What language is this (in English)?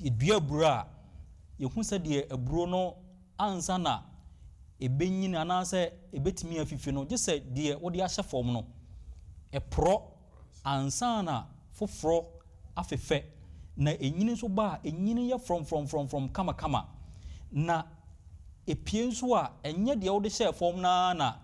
Akan